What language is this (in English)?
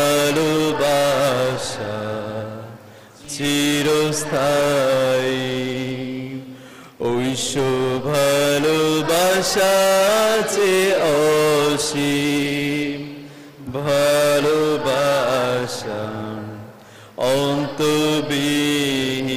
Bangla